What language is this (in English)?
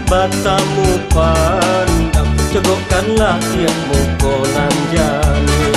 Minangkabau